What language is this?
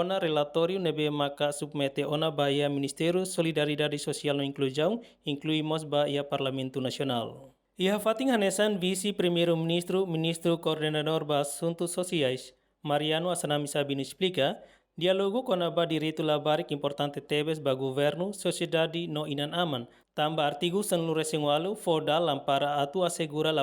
Tetum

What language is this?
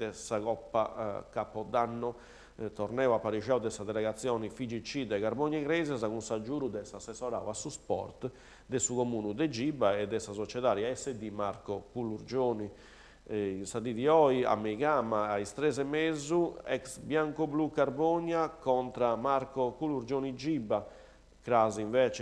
Sardinian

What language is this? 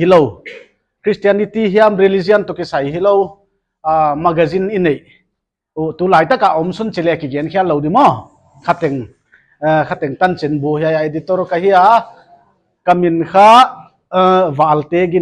Paite Chin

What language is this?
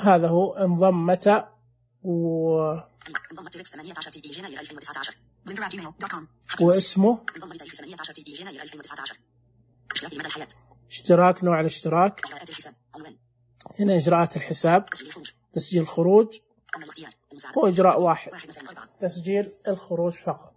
Najdi Arabic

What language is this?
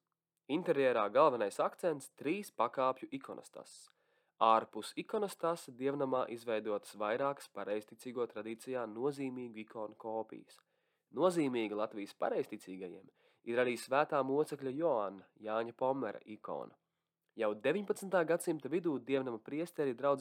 Latvian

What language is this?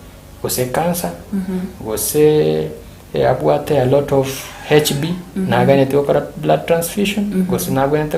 Gusii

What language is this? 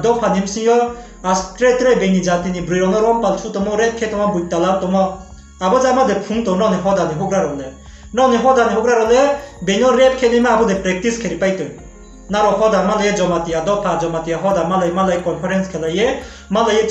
Riang (India)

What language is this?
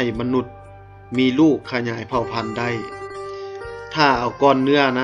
Lao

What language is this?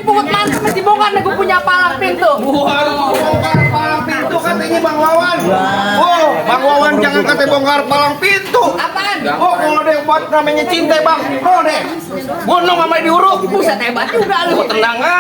Betawi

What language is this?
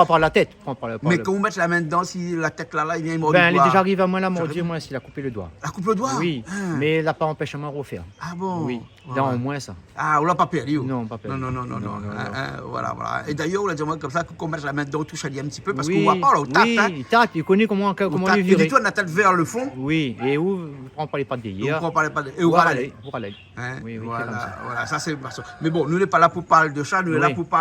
Réunion Creole French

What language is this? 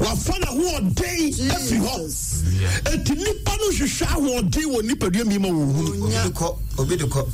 Akan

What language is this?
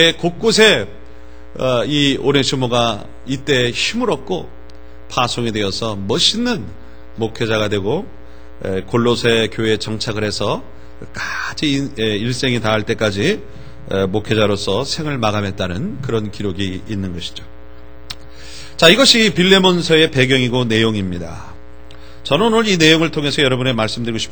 Korean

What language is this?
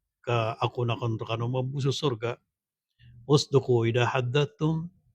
Maranao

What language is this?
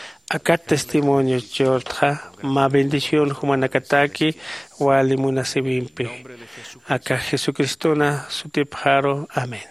Aymara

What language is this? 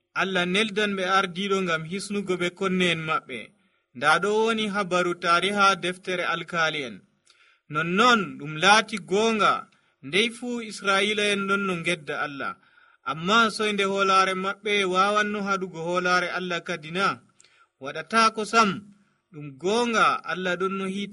Nigerian Fulfulde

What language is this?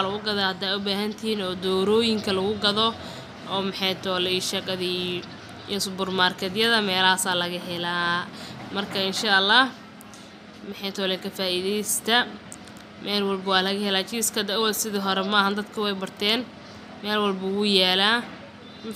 Somali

